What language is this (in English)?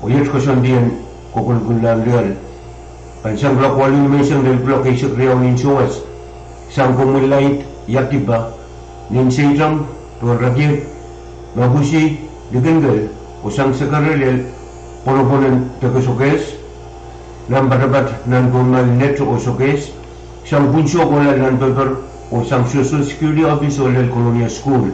Pohnpeian